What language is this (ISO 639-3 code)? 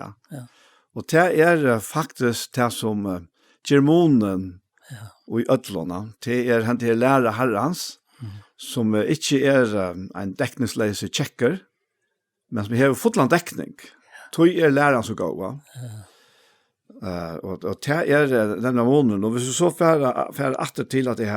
fao